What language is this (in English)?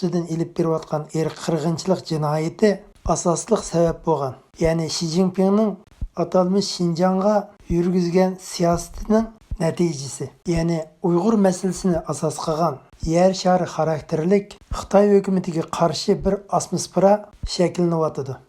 Uyghur